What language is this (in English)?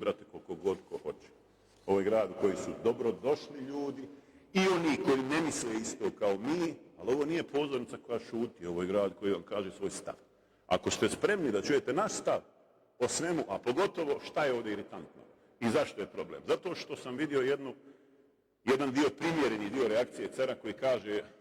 Bosnian